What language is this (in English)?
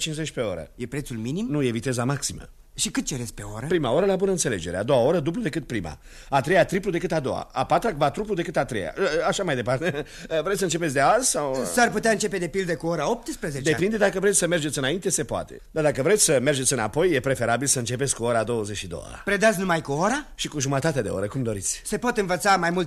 Romanian